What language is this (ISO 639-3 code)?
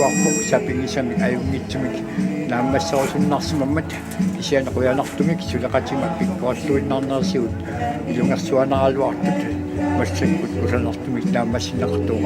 kal